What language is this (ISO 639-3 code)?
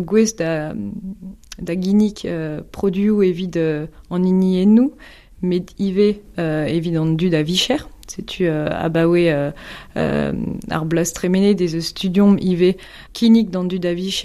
bre